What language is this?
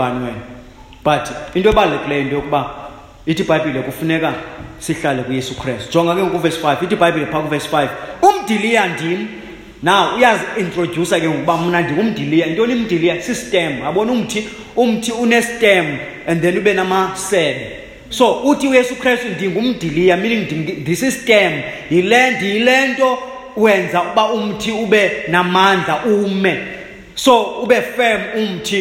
Xhosa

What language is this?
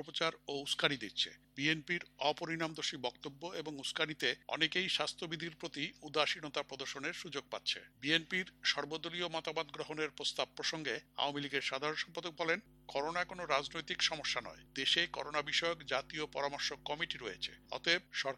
Bangla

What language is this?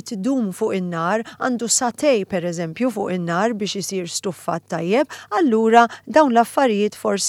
Maltese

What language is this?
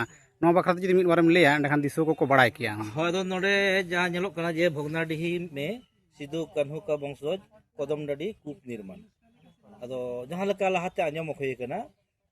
Santali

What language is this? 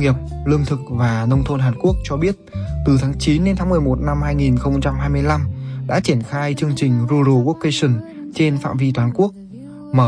Vietnamese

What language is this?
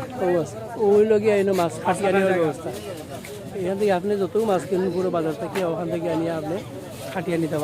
Sylheti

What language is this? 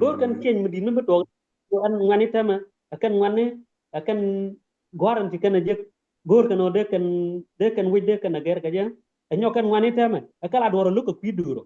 Nuer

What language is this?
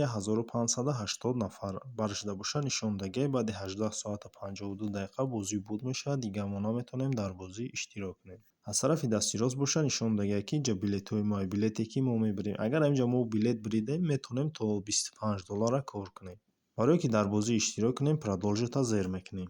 Tajik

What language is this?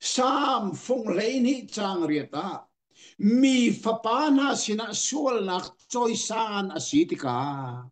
Hakha Chin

